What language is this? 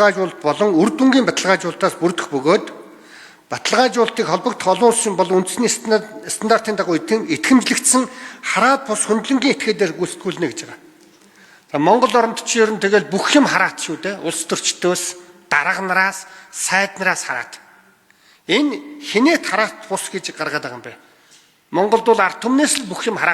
Mongolian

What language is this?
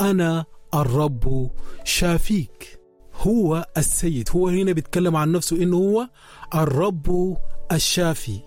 Sudanese Arabic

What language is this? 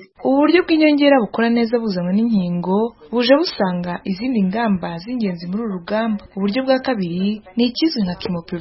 Kinyarwanda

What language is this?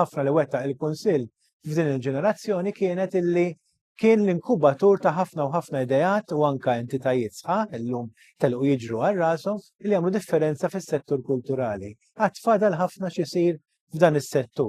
Maltese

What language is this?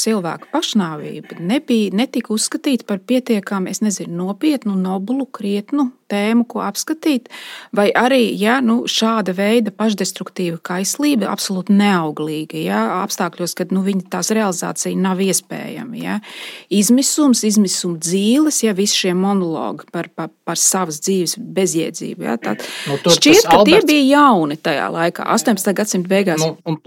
Latvian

